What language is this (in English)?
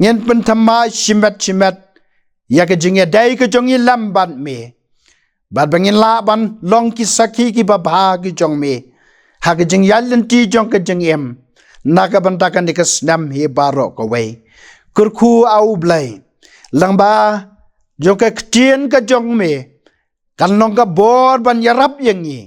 Khasi